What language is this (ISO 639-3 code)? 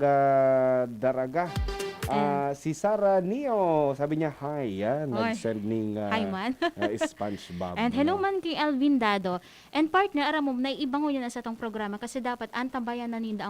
bik